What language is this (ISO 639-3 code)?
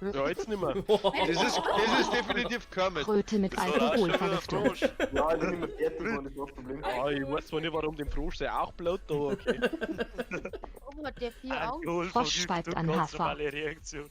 bar